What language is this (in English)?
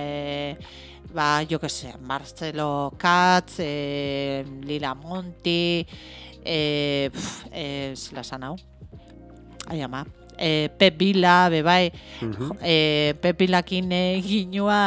Basque